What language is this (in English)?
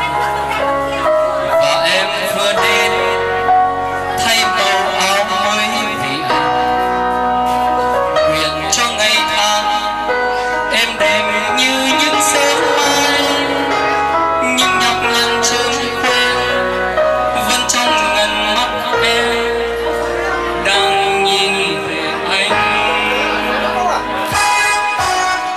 Vietnamese